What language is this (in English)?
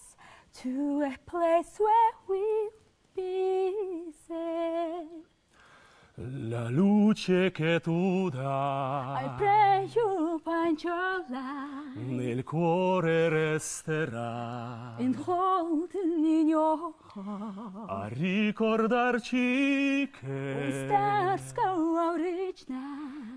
Kazakh